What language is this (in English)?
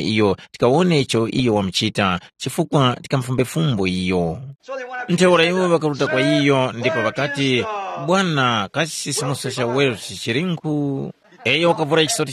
Tumbuka